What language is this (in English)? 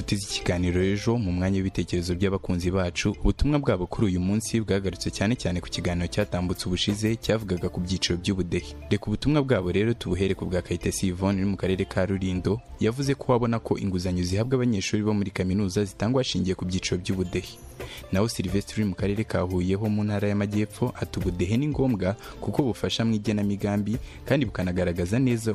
Kinyarwanda